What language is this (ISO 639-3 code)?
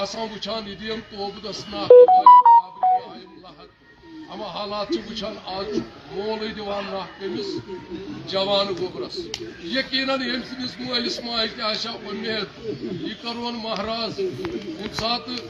kas